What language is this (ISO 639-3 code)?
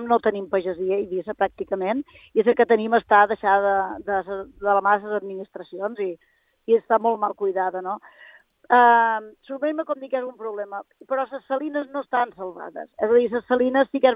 cat